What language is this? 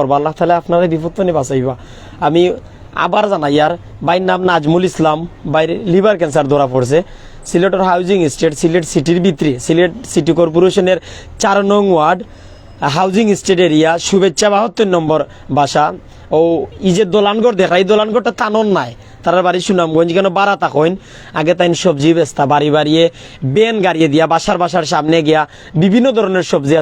Sylheti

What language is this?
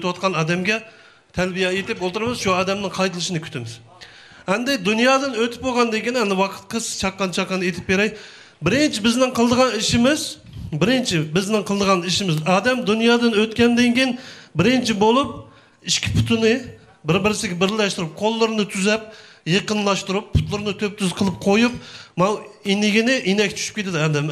Uyghur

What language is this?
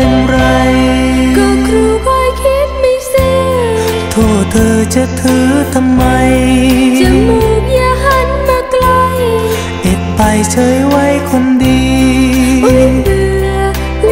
Thai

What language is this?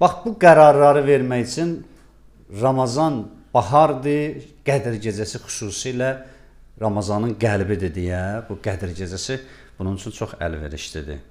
Azerbaijani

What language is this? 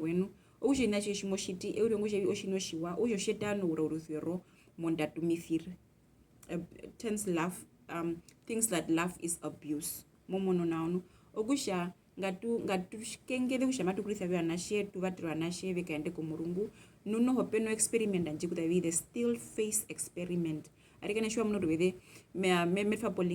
Herero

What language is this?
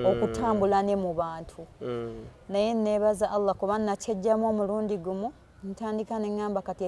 Ganda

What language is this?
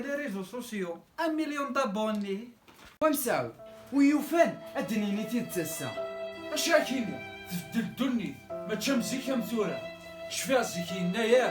Kabyle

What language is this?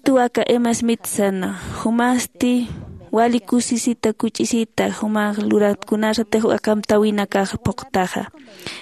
Aymara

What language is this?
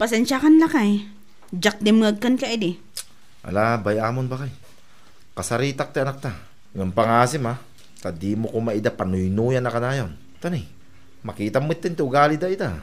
Iloko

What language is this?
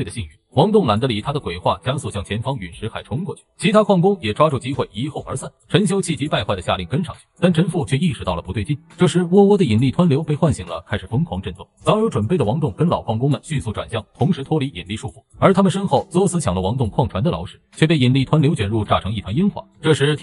Chinese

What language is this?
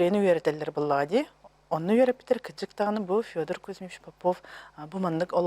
Yakut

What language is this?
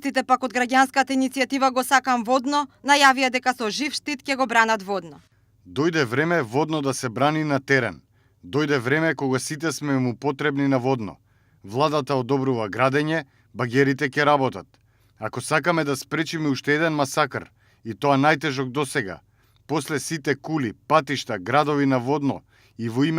Macedonian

